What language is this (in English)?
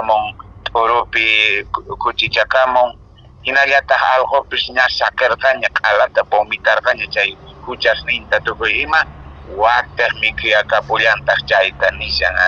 Quechua